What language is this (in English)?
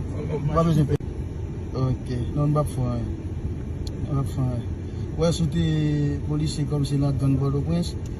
Haitian Creole